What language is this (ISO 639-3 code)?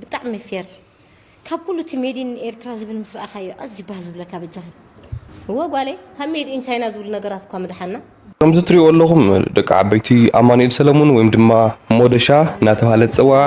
tir